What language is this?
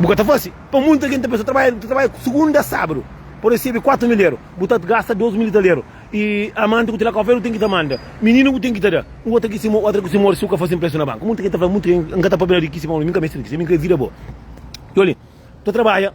Kabuverdianu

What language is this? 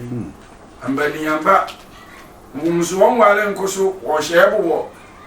Sehwi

